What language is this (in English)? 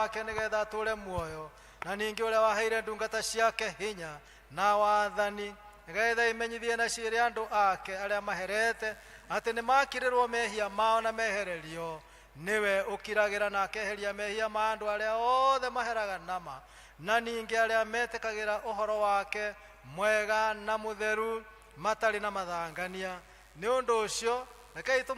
Kikuyu